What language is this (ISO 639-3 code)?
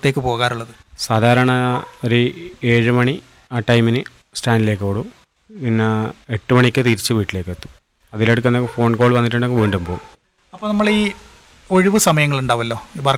mal